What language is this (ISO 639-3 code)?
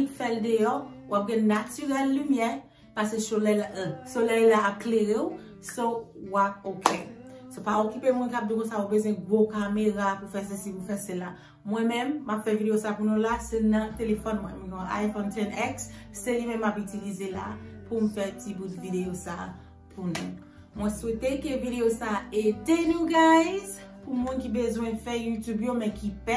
hat